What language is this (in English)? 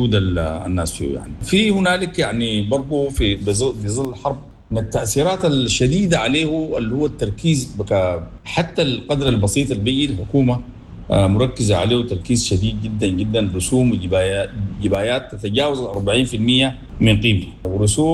Sudanese Arabic